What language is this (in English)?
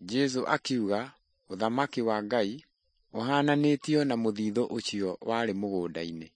Kikuyu